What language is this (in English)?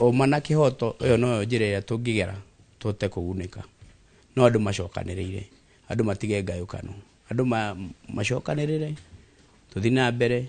Kikuyu